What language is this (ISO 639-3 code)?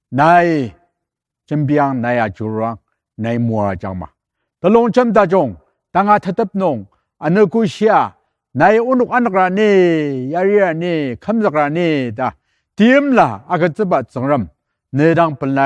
njo